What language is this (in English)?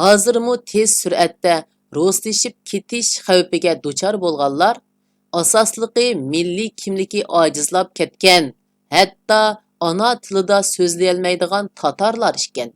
Uyghur